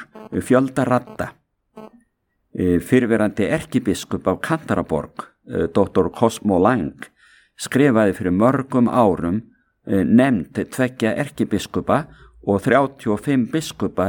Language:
Icelandic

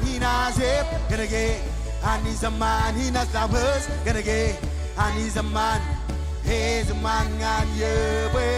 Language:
Marshallese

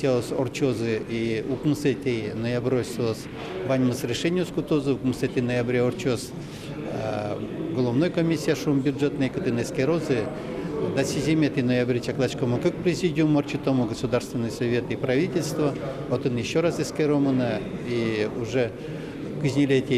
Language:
Udmurt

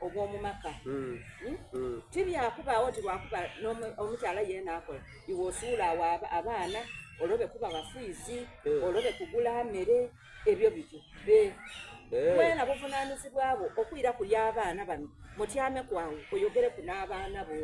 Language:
Soga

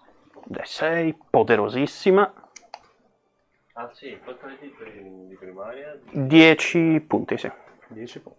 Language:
Italian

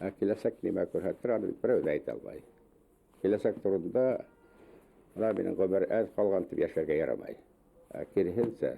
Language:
Bashkir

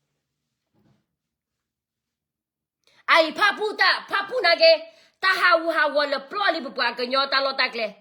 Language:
S'gaw Karen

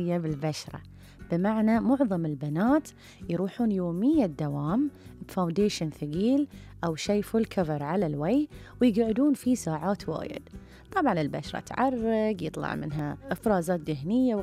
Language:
Gulf Arabic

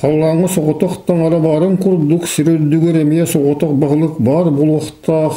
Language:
Yakut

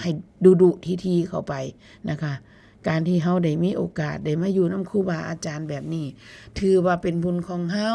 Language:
Northeastern Thai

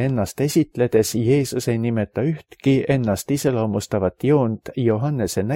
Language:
Estonian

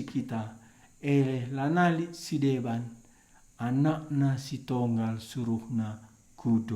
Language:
Batak Karo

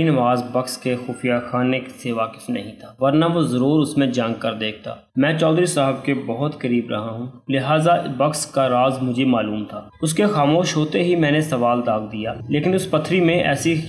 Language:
Urdu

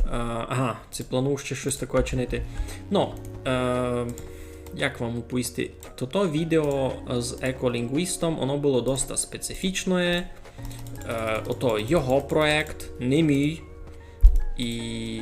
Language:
Rusyn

